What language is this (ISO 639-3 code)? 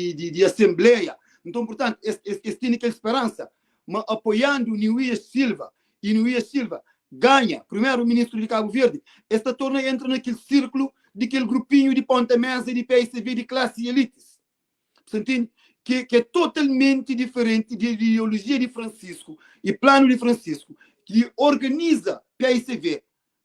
kea